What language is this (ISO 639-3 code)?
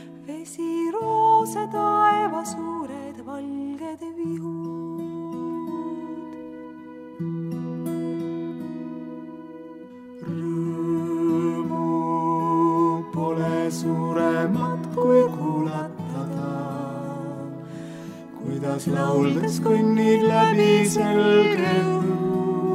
est